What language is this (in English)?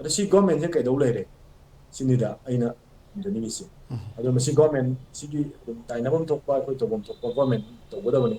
Manipuri